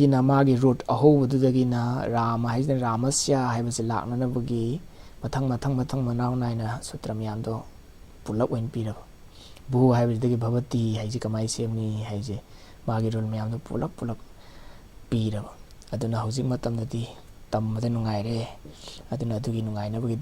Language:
Manipuri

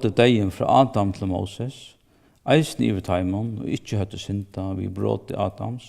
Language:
Faroese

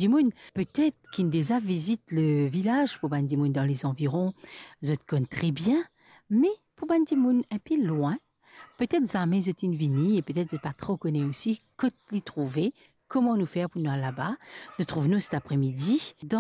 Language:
Morisyen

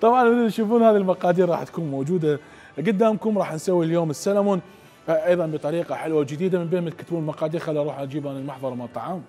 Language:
Mesopotamian Arabic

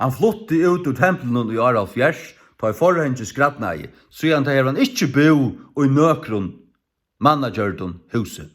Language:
Faroese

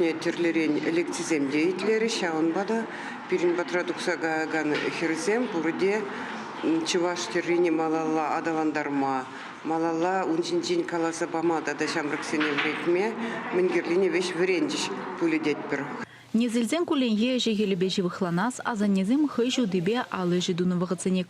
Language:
Chuvash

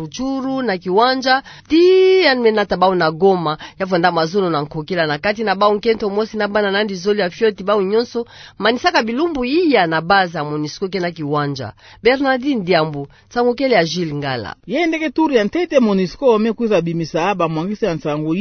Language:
Kituba (Democratic Republic of Congo)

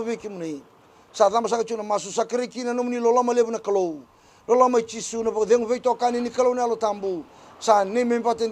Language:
Fijian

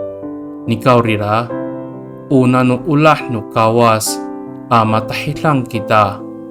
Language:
Amis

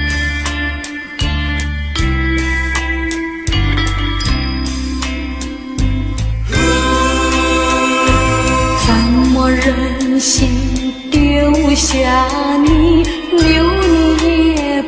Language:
Chinese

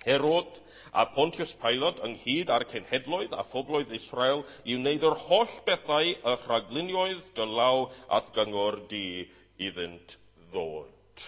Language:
Welsh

